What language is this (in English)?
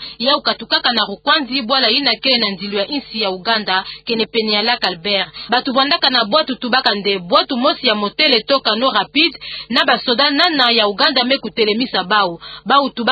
Kituba (Democratic Republic of Congo)